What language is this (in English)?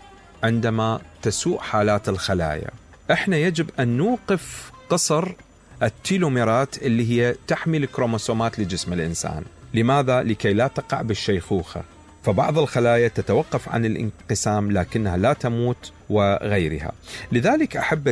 Mesopotamian Arabic